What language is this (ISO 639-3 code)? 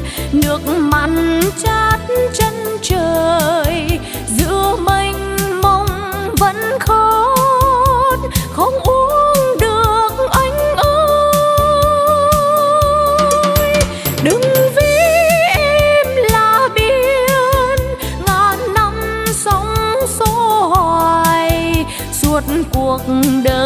vie